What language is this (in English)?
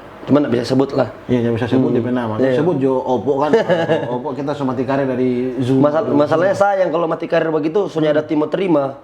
Manado Malay